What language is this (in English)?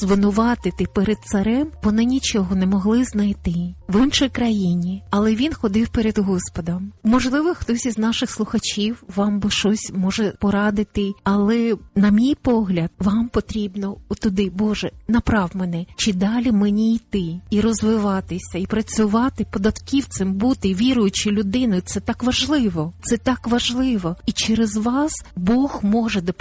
Ukrainian